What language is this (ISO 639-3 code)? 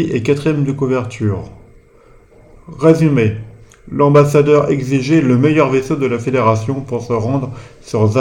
fra